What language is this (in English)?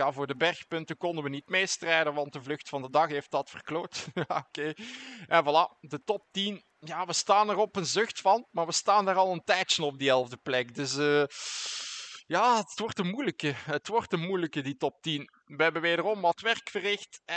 Dutch